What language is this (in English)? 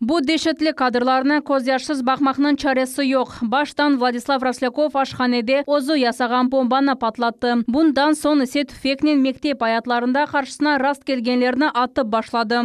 Crimean Tatar